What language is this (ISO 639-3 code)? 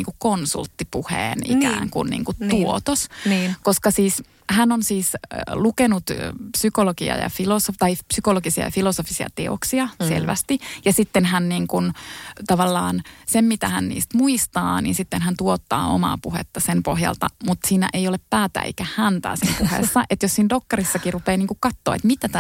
fin